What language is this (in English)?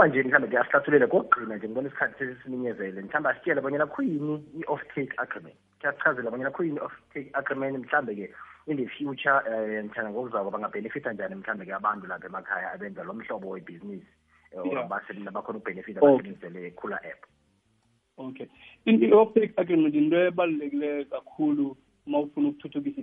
South Ndebele